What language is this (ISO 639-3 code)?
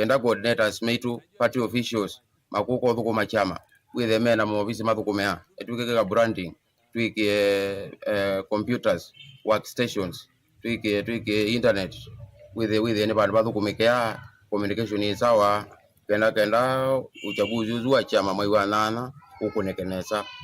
kam